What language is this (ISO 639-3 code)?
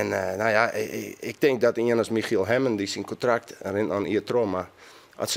fry